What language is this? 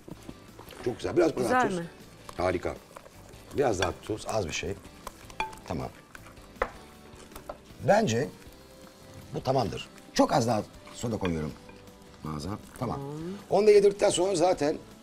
Turkish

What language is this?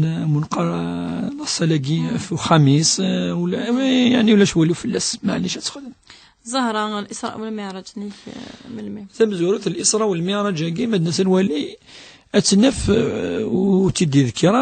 Kabyle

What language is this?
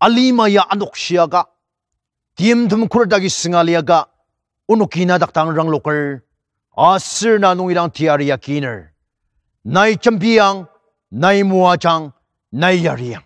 Ao Naga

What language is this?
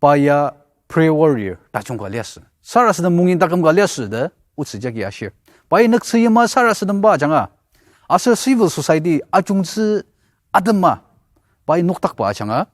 Ao Naga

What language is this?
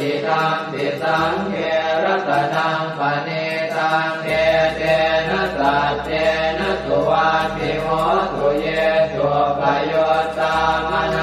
Pali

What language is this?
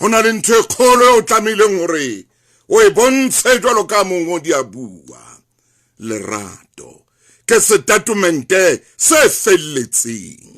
Southern Sotho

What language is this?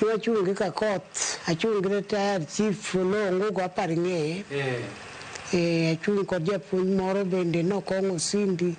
Luo (Kenya and Tanzania)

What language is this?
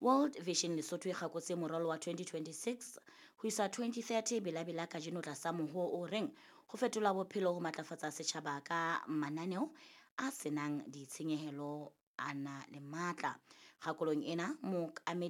Southern Sotho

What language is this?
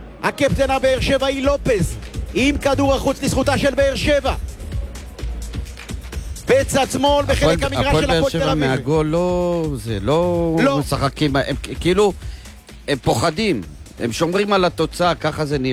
Hebrew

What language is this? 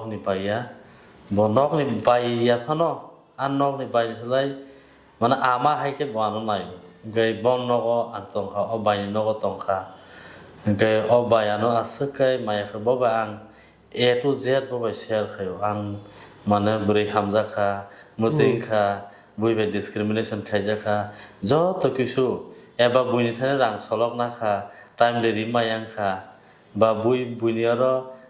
Kok Borok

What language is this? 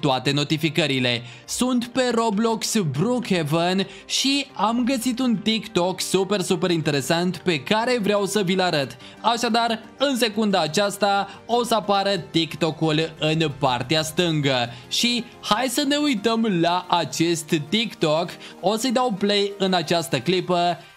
Romanian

